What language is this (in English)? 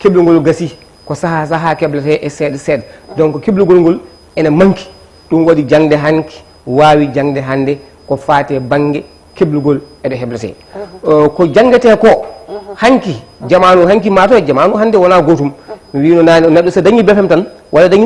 Fula